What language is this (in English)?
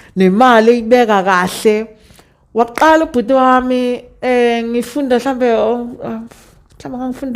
Zulu